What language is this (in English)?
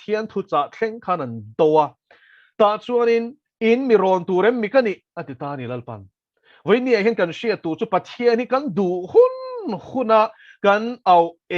Mizo